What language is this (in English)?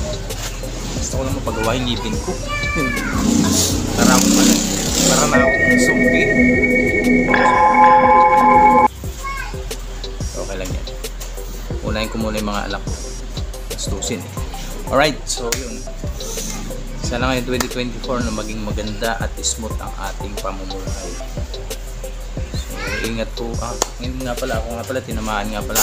Filipino